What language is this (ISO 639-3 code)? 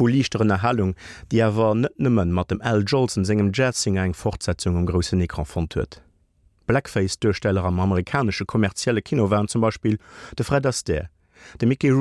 ltz